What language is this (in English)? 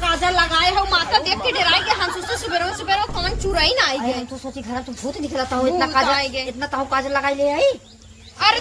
Awadhi